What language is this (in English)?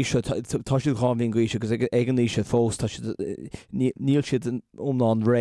Irish